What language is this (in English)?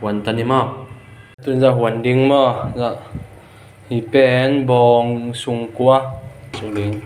Tedim Chin